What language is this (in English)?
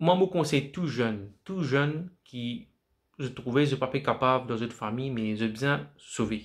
Morisyen